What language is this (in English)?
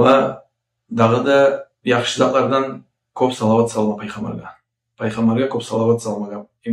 Kumyk